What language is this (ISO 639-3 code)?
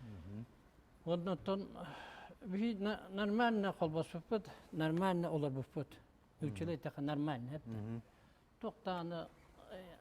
sah